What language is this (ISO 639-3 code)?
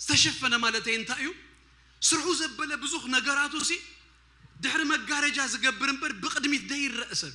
tir